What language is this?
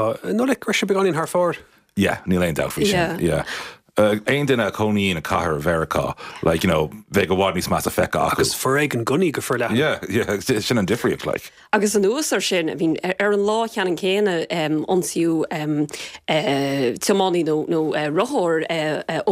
Irish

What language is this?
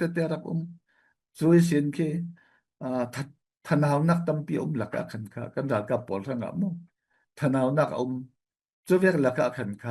Falam Chin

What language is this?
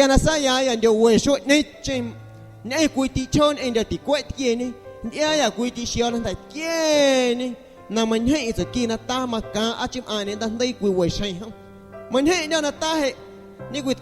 Guerrero Amuzgo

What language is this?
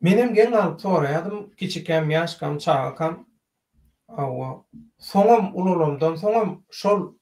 Turkmen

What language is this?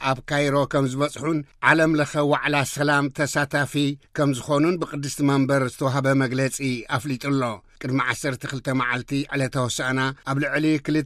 Tigrinya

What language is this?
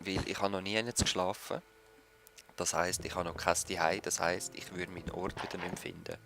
Swiss German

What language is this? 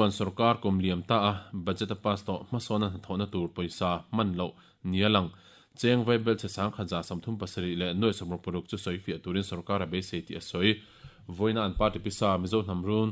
Mizo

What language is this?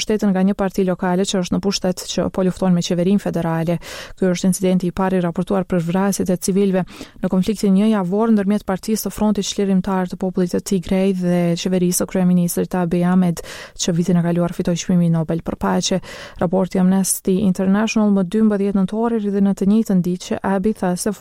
Albanian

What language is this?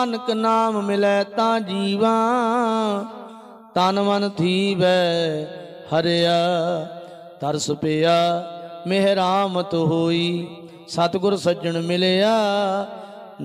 Punjabi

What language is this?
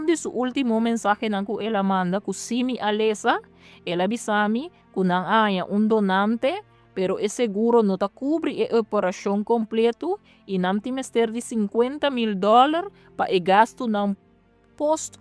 Papiamento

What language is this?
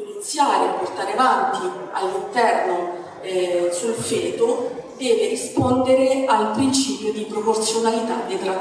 Italian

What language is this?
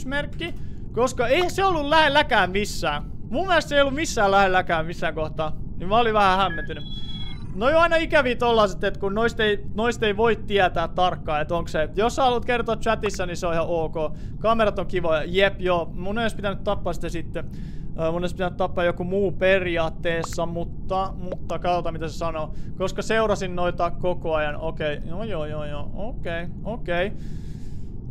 Finnish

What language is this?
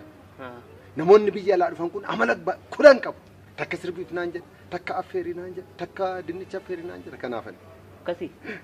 Oromo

